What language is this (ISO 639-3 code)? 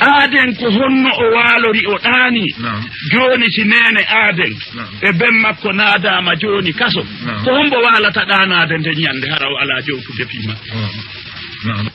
ful